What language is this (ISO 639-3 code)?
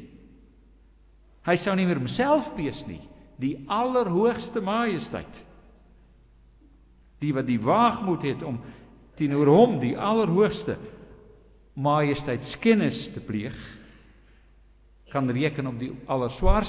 afr